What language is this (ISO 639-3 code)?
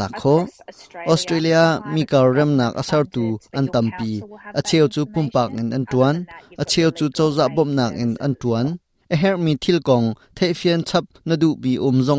cnh